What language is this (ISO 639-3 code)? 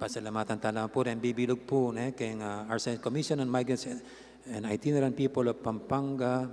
pam